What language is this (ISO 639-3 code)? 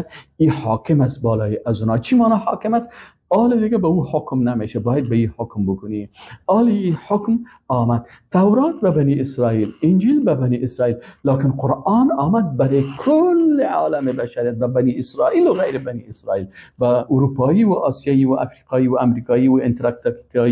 fas